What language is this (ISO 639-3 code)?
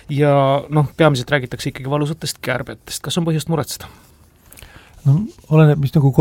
est